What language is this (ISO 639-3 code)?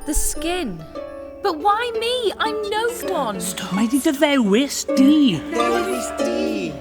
cym